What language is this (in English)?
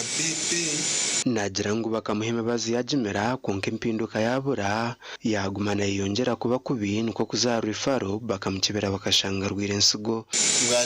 Nyankole